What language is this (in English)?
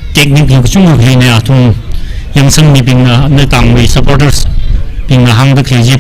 Tangkhul Naga (India)